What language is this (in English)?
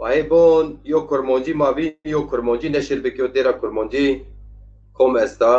Zaza